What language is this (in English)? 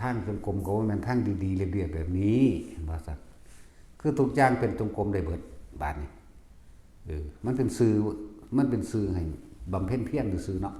Northeastern Thai